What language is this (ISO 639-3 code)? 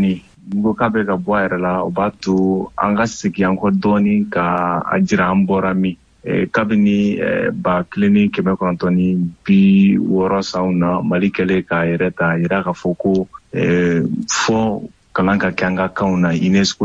bam